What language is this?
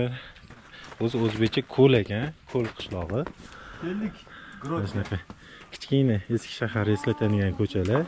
Uzbek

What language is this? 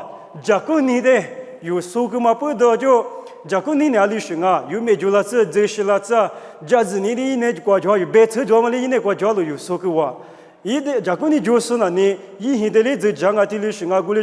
Lisu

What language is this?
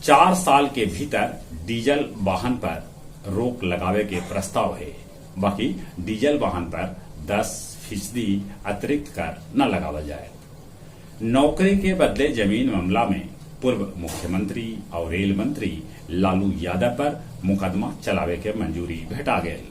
Magahi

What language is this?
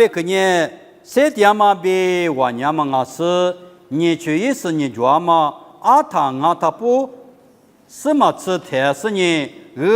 Lisu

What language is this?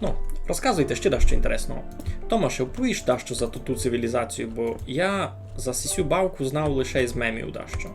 Rusyn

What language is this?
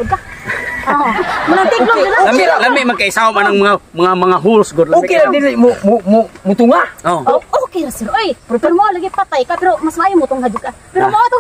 Cebuano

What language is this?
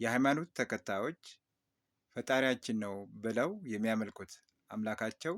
Amharic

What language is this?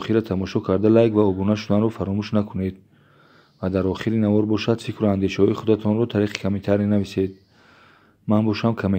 Tajik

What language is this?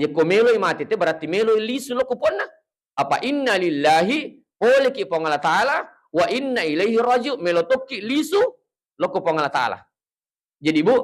Buginese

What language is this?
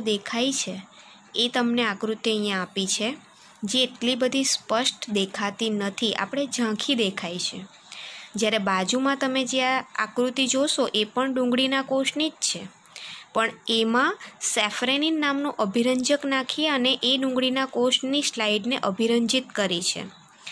Gujarati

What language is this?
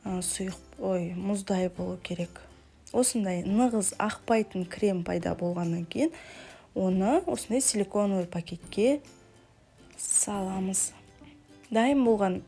Kazakh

